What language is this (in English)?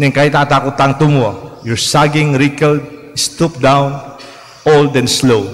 Pampanga